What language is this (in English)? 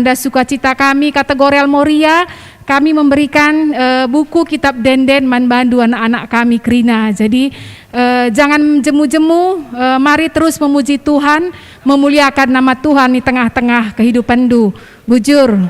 Batak Karo